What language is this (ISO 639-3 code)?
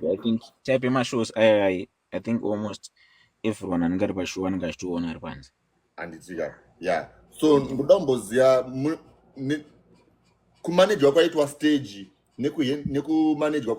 sna